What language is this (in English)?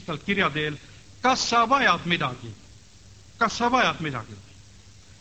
Estonian